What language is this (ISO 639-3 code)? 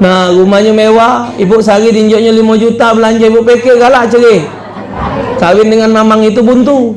mui